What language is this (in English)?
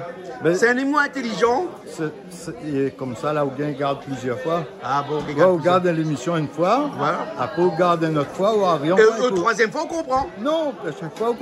Réunion Creole French